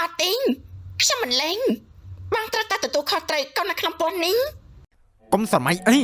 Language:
Khmer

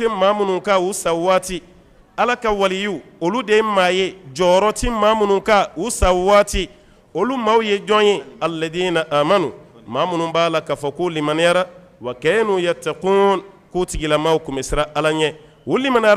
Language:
Bambara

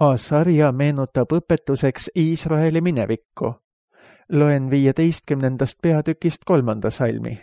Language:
Estonian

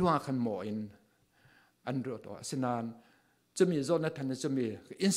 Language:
Falam Chin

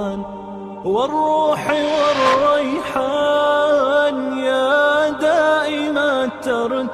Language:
Bosnian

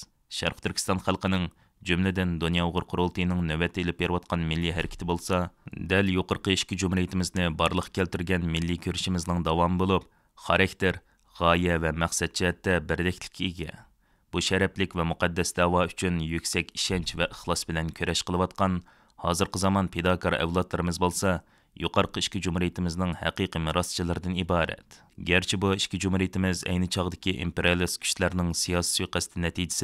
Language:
Uyghur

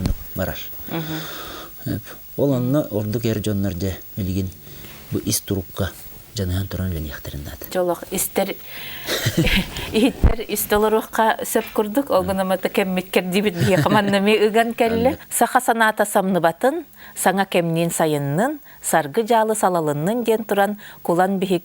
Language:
Yakut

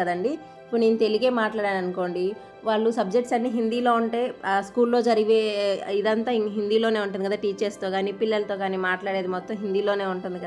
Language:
Telugu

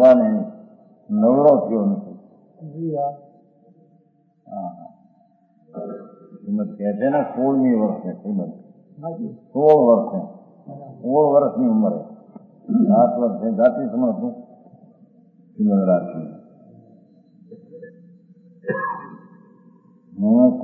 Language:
Gujarati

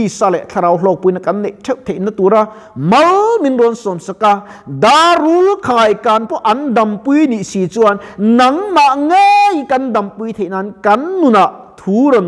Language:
Mizo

